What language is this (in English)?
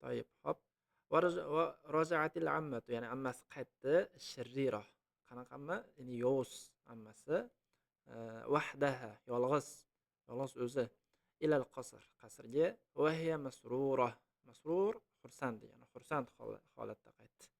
Uzbek